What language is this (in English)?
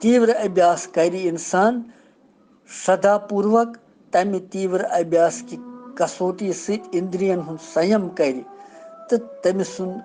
Kashmiri